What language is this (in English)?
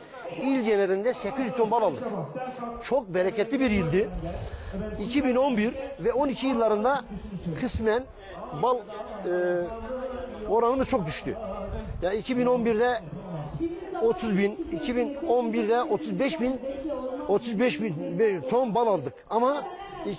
Turkish